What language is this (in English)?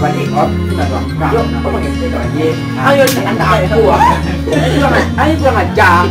Minangkabau